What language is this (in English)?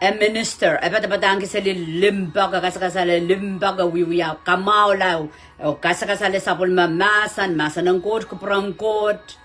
Pohnpeian